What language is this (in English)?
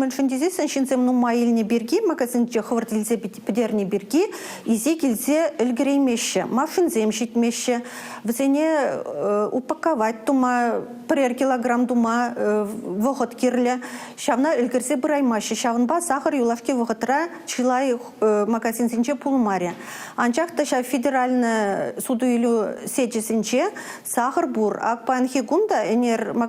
Chuvash